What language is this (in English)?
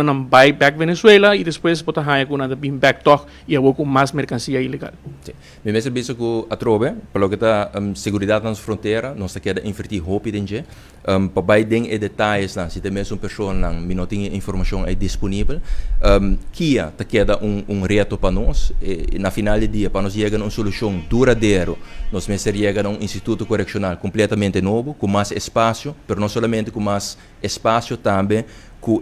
Papiamento